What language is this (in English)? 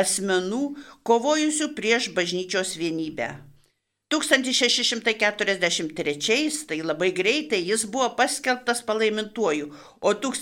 Lithuanian